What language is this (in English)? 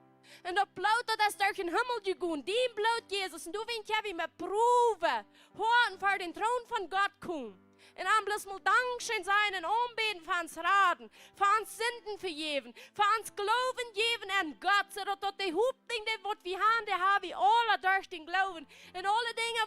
Plautdietsch